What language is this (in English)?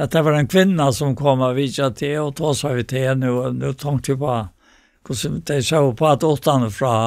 Faroese